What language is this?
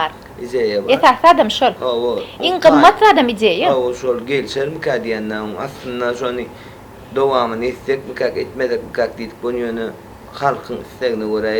Turkmen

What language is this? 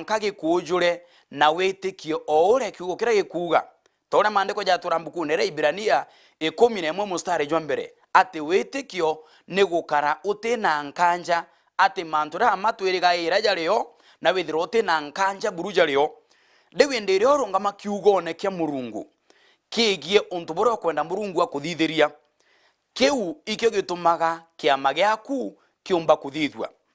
Meru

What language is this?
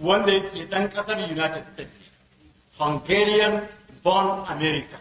Hausa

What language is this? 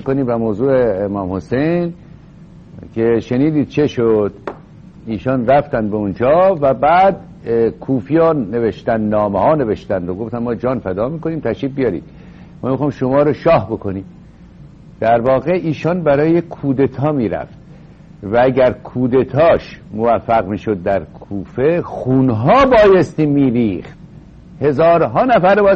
Persian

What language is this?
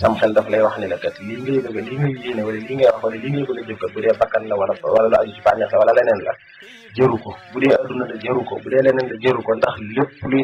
Wolof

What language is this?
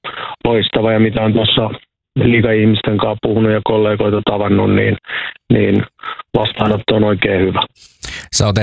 Finnish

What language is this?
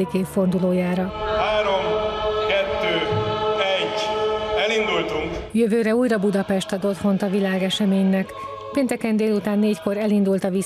Hungarian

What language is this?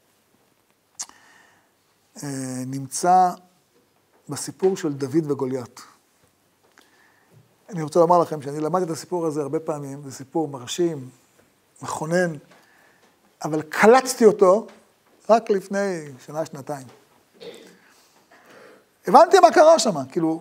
Hebrew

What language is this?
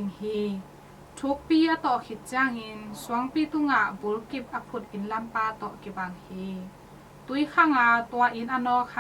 Tedim Chin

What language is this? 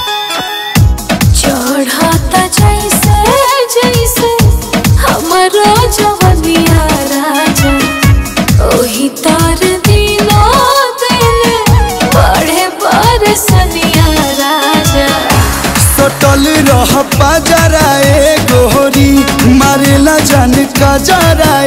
Bhojpuri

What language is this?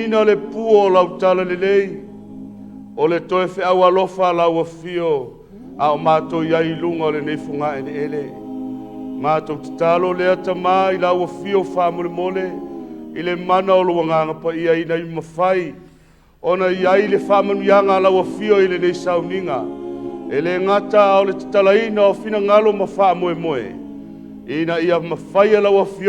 Samoan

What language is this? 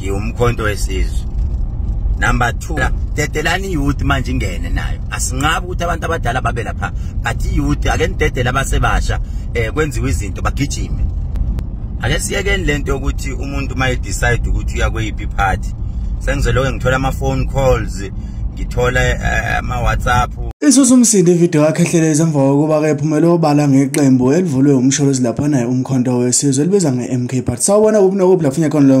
Zulu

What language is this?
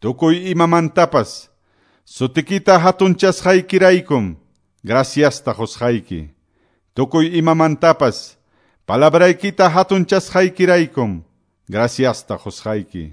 Quechua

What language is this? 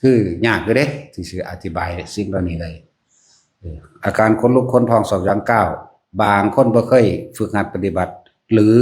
Northeastern Thai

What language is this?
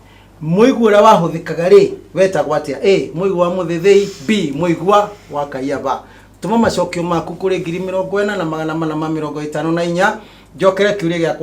Kikuyu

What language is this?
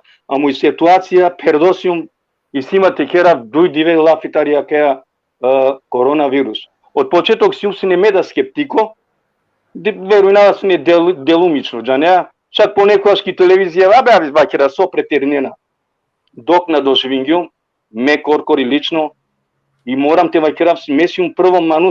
Balkan Romani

